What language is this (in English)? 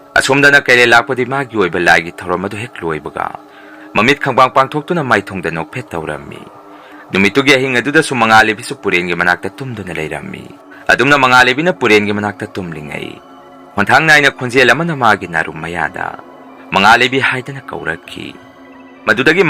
Manipuri